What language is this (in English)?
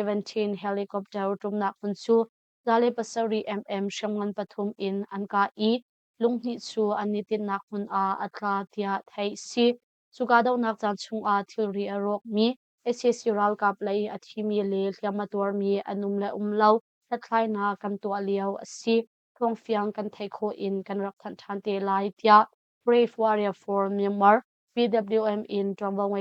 Hakha Chin